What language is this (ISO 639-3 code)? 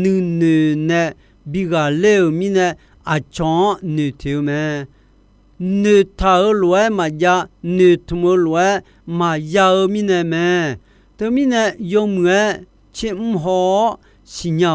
ahk